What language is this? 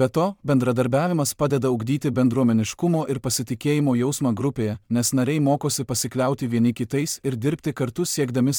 Lithuanian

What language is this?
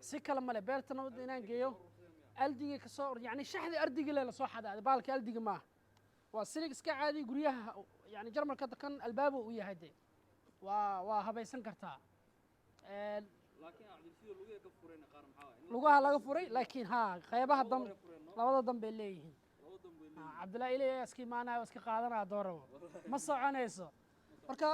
Somali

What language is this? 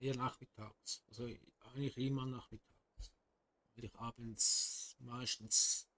Swiss German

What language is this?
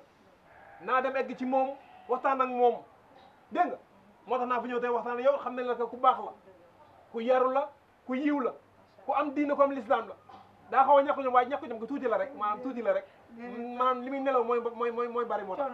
Wolof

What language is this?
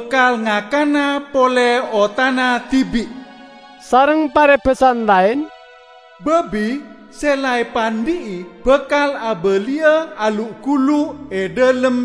Madurese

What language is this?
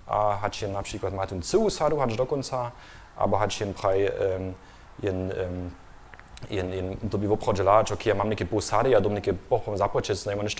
Upper Sorbian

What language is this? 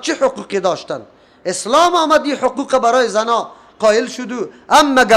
Persian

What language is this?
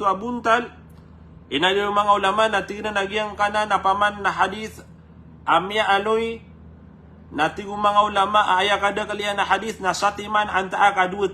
Maranao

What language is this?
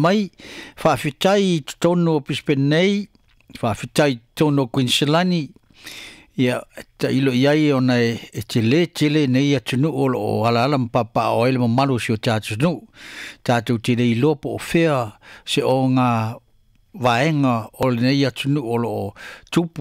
Samoan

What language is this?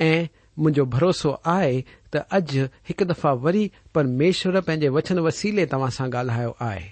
Sindhi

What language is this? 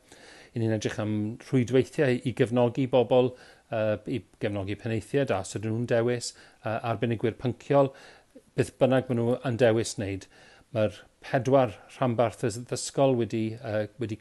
Welsh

